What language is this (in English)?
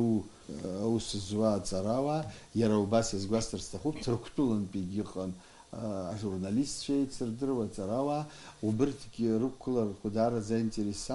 Abkhazian